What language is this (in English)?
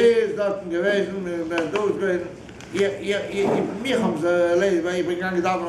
Yiddish